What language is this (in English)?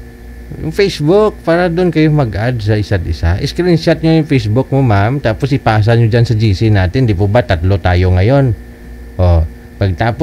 Filipino